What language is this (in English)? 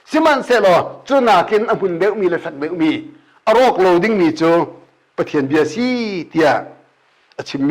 Hakha Chin